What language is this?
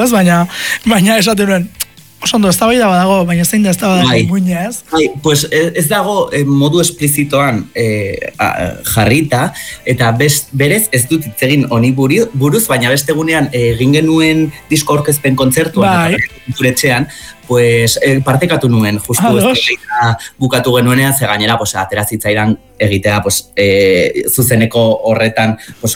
Basque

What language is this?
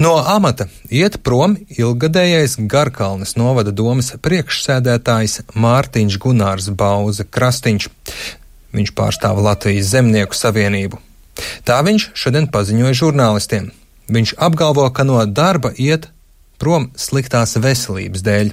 Latvian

